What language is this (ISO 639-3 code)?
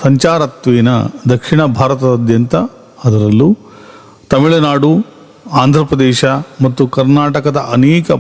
kan